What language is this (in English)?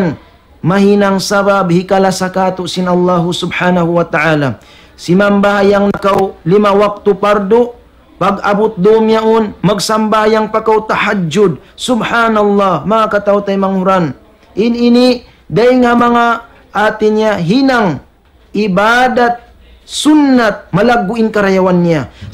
Tausug